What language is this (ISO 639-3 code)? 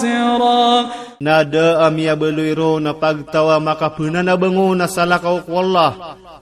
ilp